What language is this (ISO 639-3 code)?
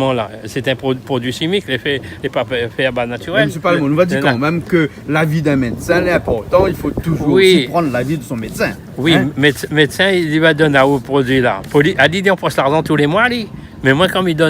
rcf